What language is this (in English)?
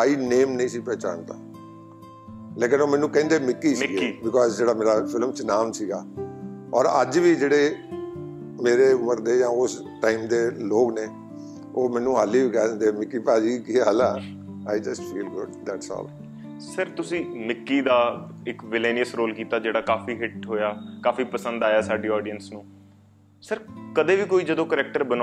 Punjabi